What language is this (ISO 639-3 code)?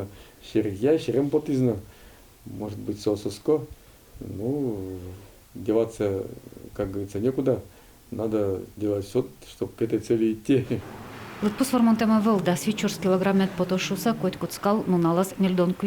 udm